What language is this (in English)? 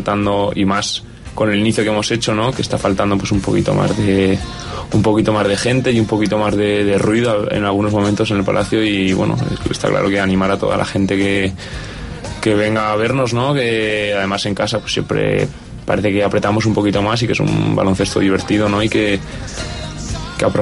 Spanish